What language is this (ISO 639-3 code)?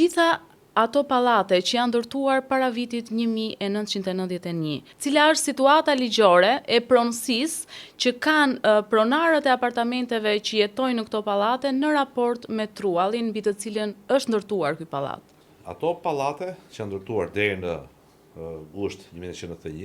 sqi